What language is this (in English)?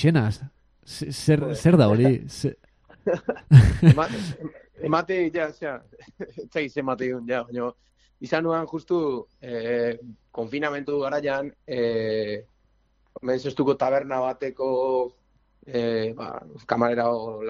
Basque